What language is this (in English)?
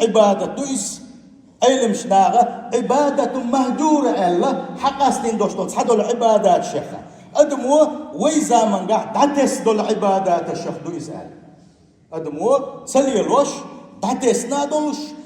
Chechen